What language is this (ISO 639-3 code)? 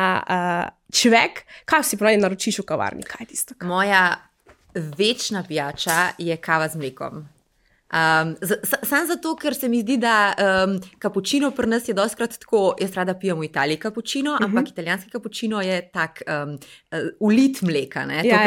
slv